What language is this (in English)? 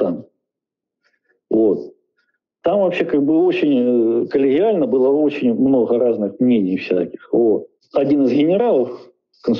Russian